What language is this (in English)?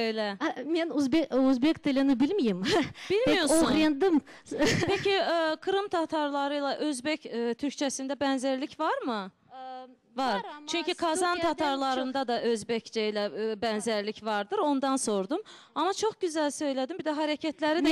Crimean Tatar